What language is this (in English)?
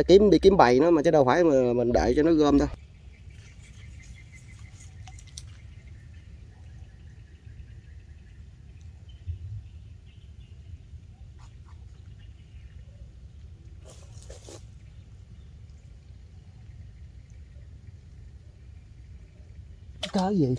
Vietnamese